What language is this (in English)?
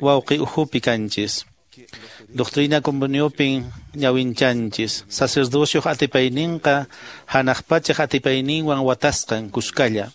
Quechua